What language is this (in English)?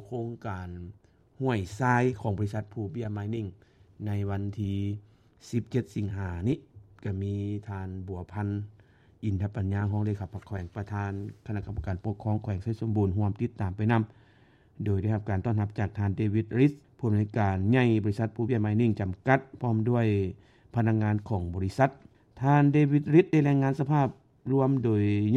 Lao